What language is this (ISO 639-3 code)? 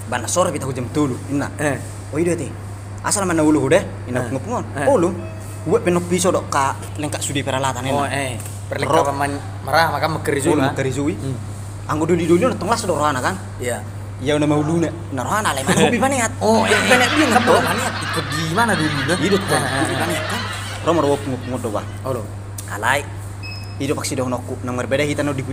bbc